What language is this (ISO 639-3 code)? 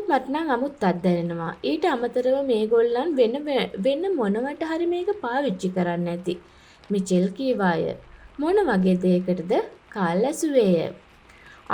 sin